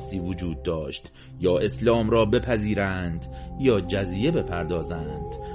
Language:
Persian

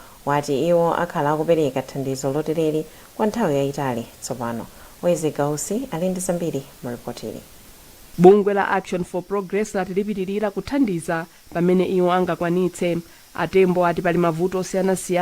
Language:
Nyanja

